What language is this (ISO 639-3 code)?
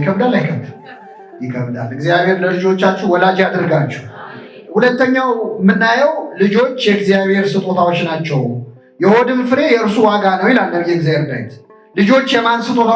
amh